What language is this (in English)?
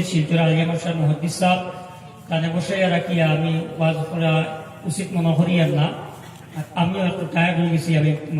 Sylheti